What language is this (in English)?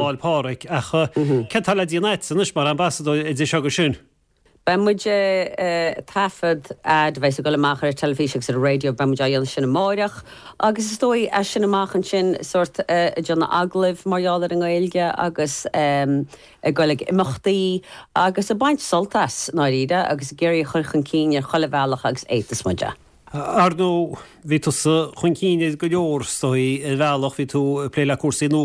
Irish